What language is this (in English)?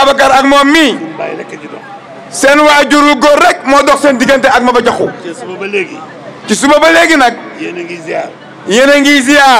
Wolof